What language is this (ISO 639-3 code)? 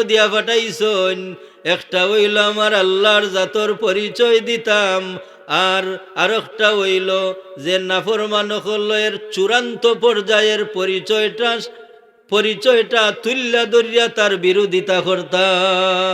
syl